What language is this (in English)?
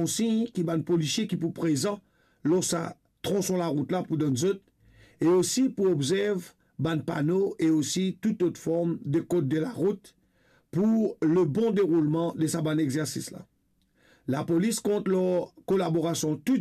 Morisyen